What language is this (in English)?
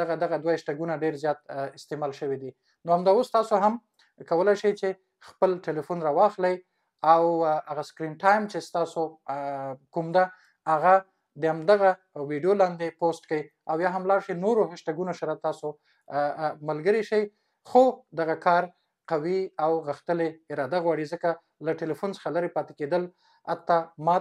Pashto